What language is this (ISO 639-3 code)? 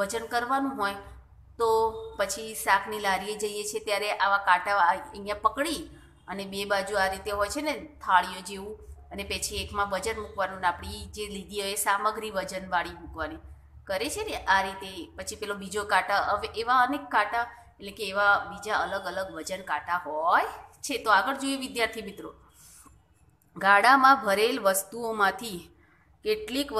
guj